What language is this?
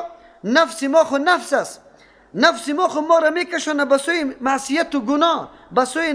Persian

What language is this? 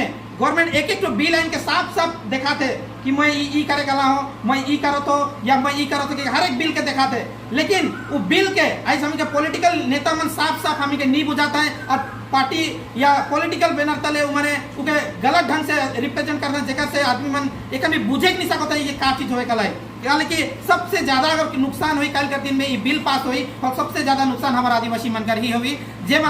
Sadri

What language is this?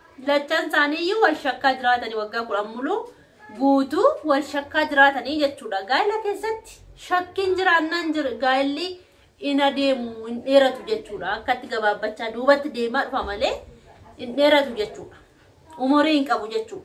Oromo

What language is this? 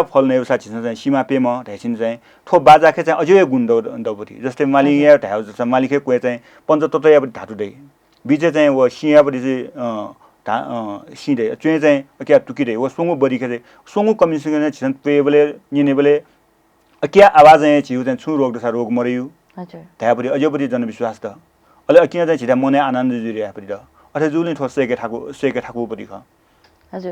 Newari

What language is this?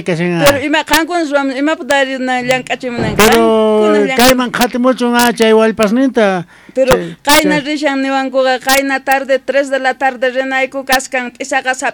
South Bolivian Quechua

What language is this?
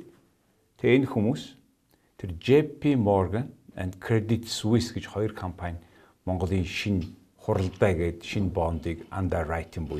Mongolian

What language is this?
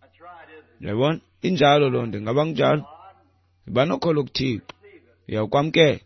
Xhosa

